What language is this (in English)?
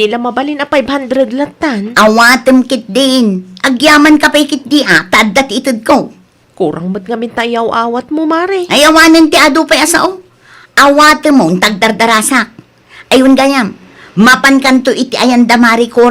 Iloko